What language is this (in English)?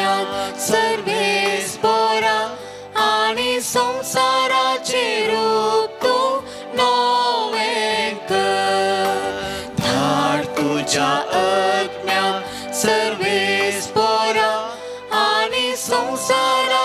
Konkani